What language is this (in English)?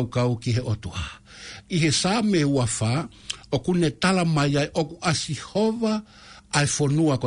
Tongan